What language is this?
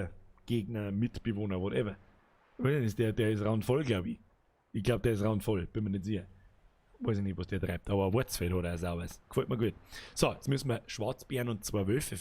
Bavarian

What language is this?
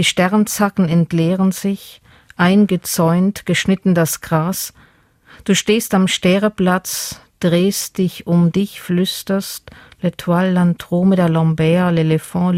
Luxembourgish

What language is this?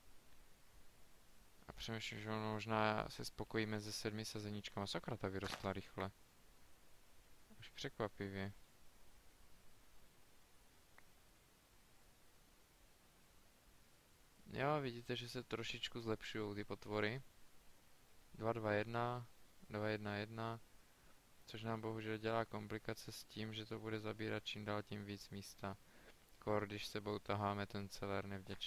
Czech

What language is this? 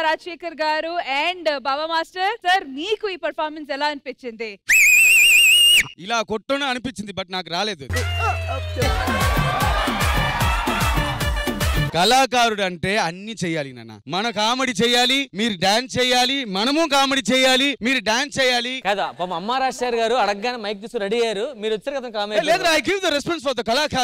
Telugu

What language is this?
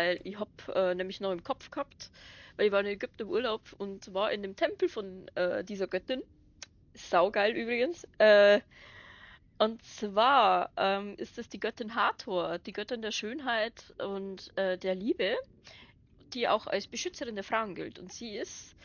Bavarian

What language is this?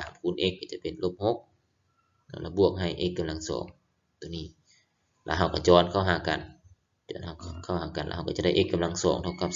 Lao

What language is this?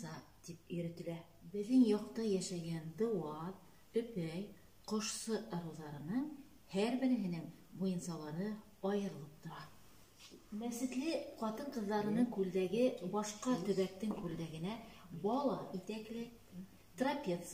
Bashkir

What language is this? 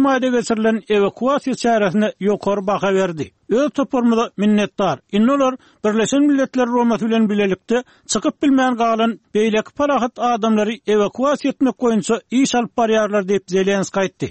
Turkmen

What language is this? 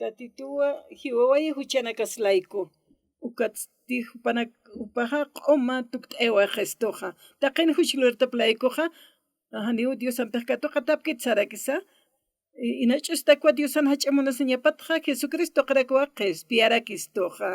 Aymara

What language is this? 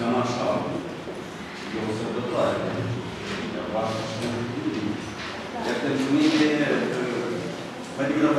Romanian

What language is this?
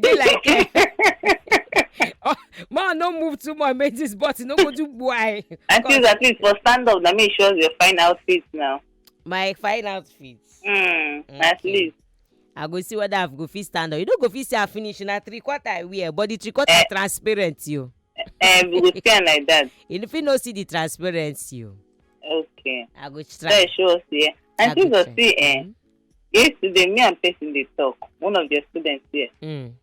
Nigerian Pidgin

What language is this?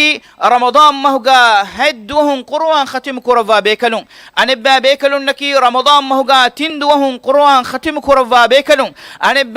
Divehi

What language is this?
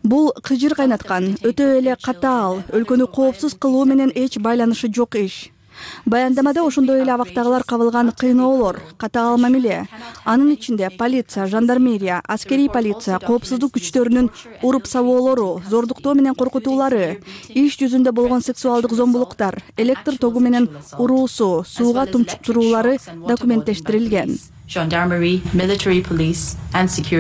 Kyrgyz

